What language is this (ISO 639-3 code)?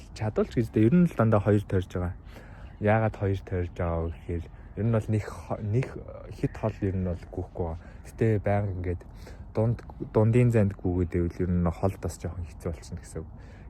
mon